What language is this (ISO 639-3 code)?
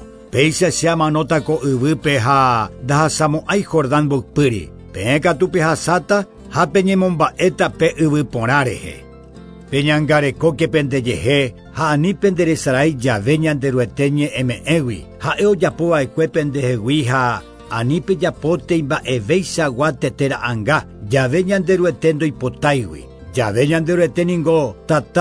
grn